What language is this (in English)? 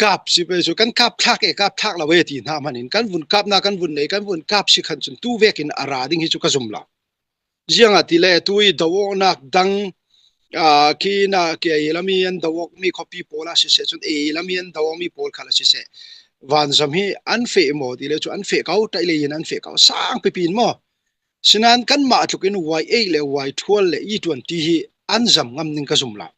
Falam Chin